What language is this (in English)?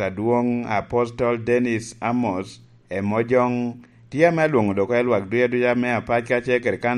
Lango (Uganda)